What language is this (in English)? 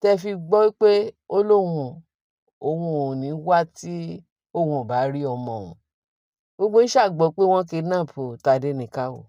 Yoruba